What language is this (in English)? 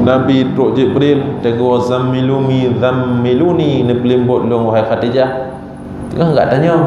Achinese